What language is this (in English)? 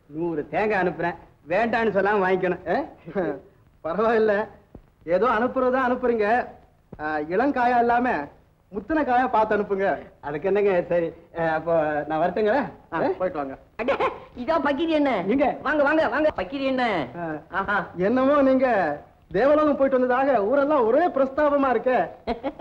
Tamil